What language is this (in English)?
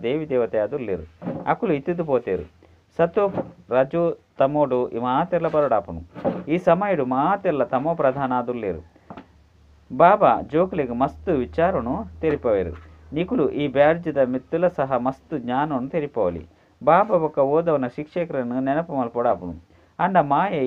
Tulu